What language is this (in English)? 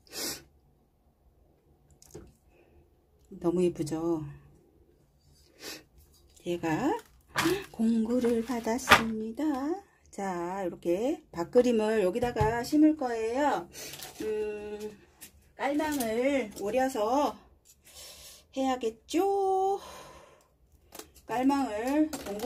Korean